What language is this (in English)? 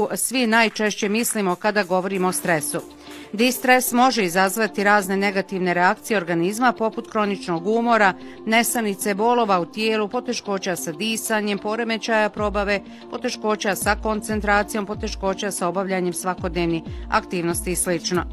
Bosnian